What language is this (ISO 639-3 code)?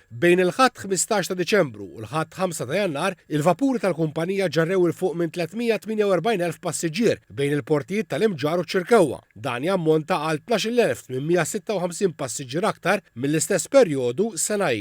mlt